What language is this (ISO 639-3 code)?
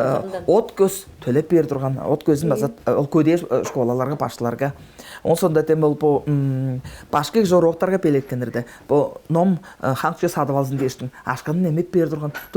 tyv